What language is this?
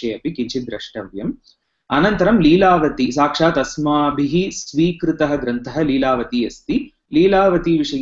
Sanskrit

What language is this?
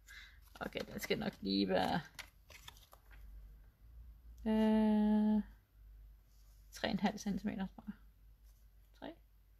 Danish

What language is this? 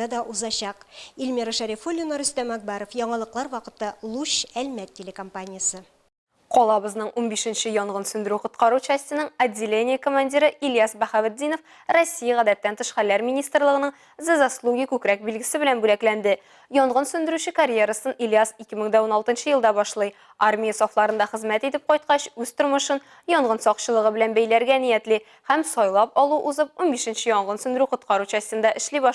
Tatar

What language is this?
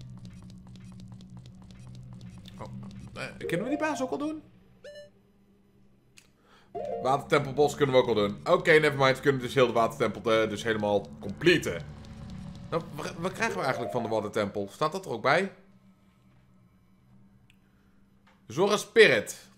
Dutch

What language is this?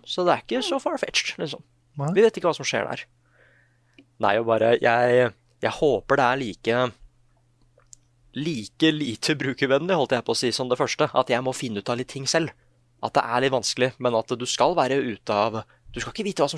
Norwegian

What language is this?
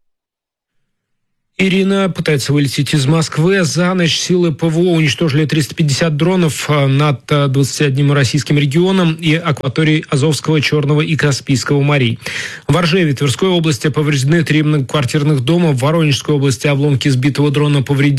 Russian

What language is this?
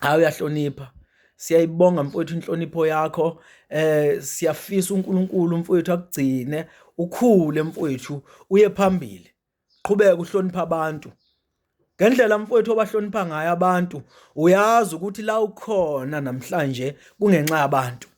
Zulu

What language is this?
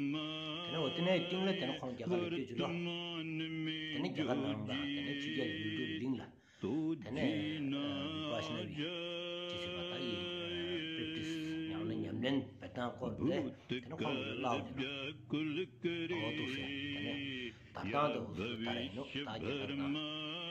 Stod Bhoti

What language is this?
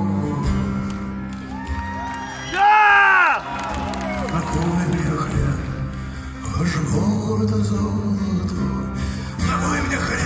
Russian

